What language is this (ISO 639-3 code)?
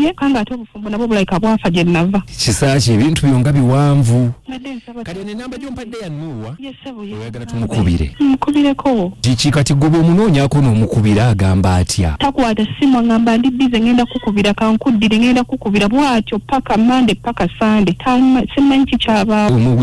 lug